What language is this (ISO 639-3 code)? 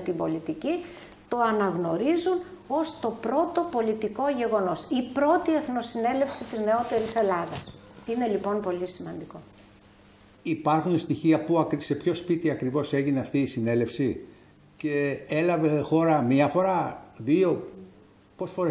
ell